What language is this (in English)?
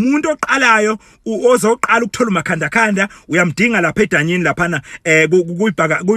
Zulu